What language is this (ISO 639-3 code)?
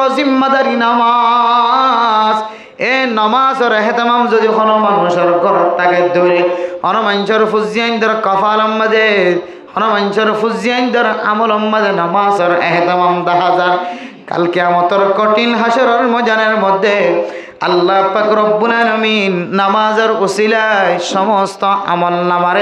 rhg